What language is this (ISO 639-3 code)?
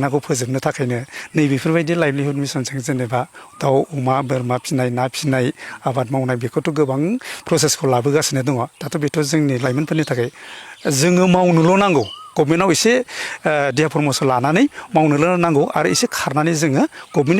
brx